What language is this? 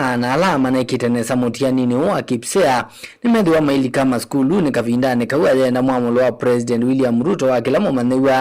Kamba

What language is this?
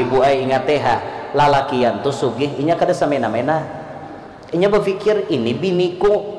Banjar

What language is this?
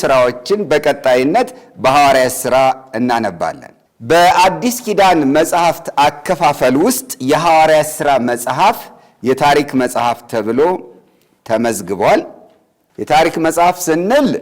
Amharic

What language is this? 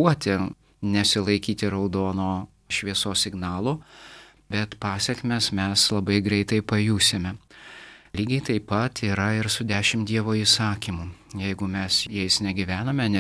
Lithuanian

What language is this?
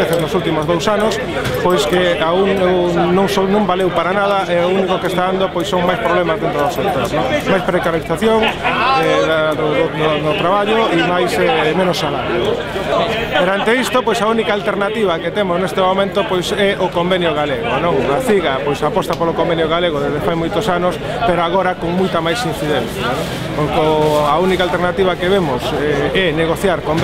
Galician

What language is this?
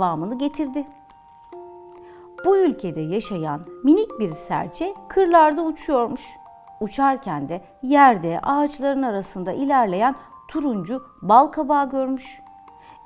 Turkish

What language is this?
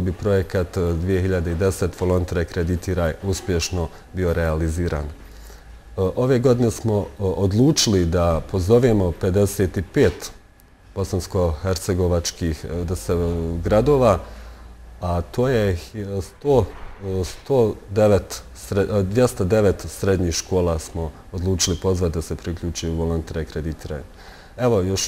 Bosnian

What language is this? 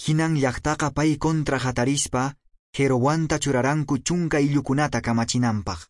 Quechua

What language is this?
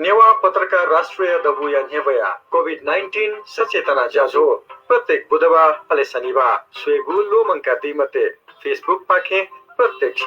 Newari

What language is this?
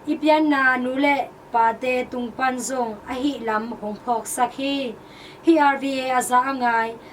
Tedim Chin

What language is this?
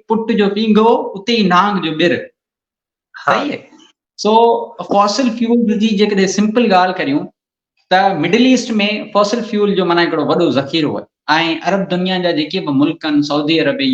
Sindhi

